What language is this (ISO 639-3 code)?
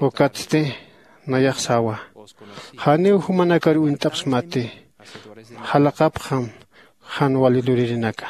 aym